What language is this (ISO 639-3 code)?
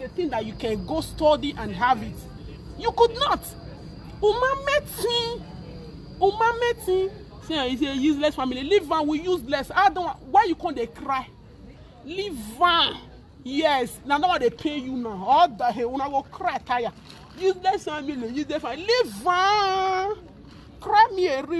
pcm